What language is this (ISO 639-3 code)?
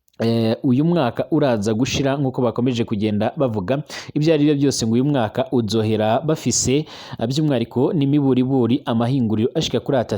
run